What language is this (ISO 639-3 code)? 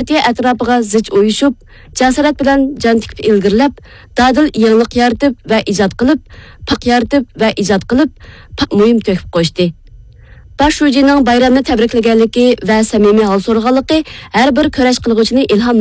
uig